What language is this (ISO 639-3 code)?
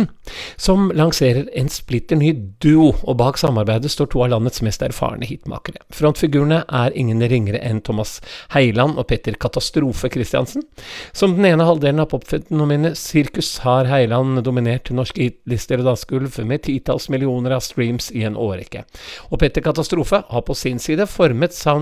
nor